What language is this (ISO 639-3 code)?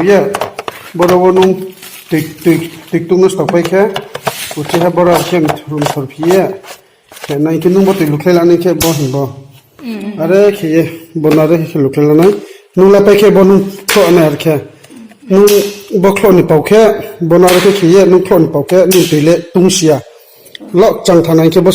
ria